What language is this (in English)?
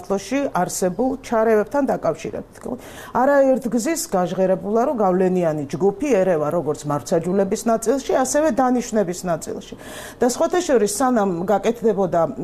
Georgian